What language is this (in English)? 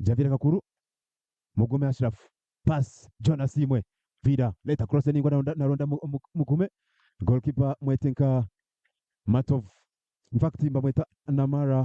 Nyankole